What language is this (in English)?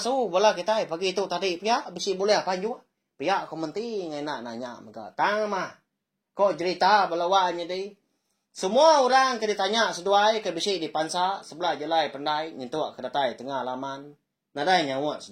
Iban